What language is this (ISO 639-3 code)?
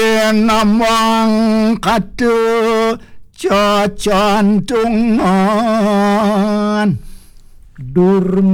ban